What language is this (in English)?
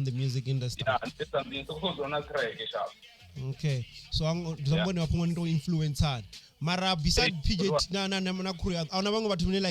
Venda